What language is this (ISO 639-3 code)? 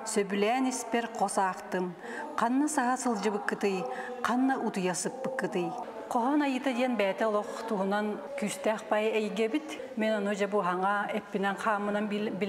sah